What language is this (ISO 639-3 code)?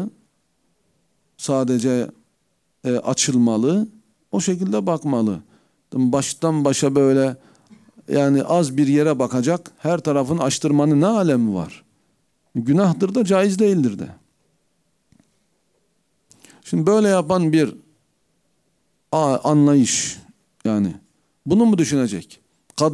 tur